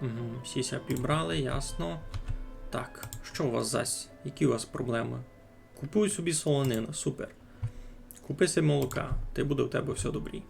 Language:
Rusyn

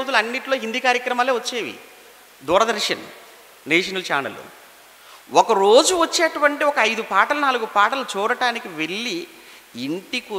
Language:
Telugu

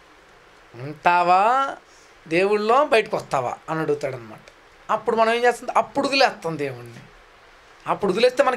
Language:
Telugu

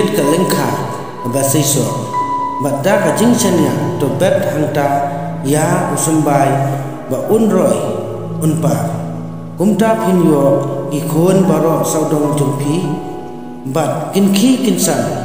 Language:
Khasi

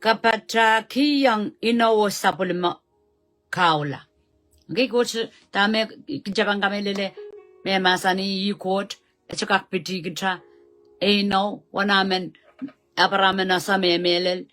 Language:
Pohnpeian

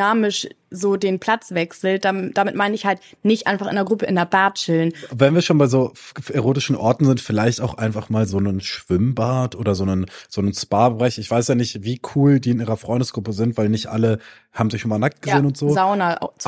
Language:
German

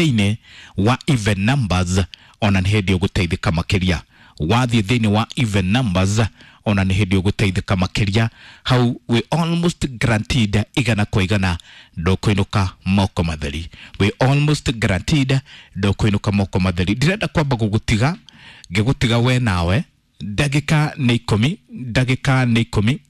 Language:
Kikuyu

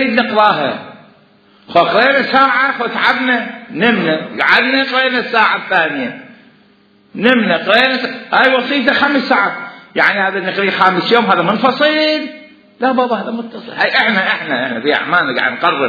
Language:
Mesopotamian Arabic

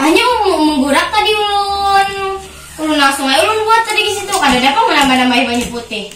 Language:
Banjar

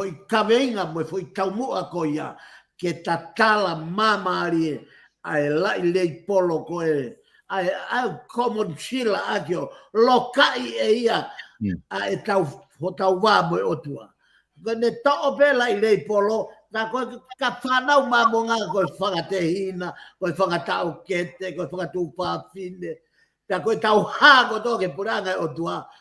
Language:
Tongan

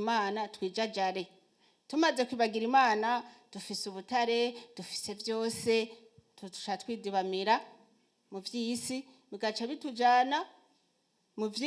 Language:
Rundi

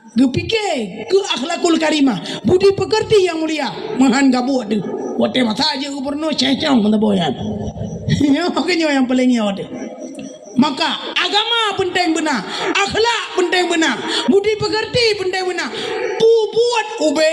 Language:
Achinese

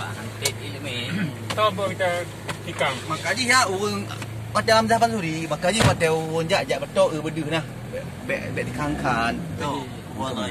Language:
Achinese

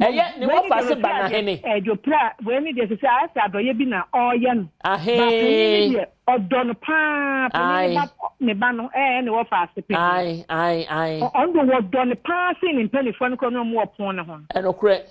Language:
Akan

